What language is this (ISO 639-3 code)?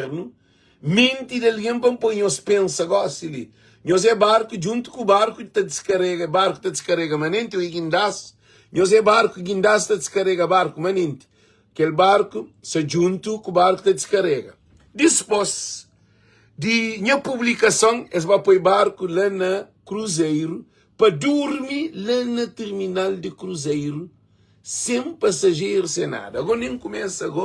kea